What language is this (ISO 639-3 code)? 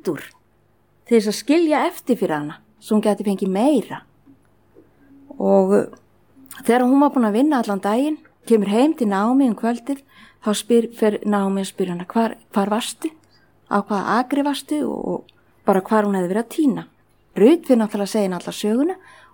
isl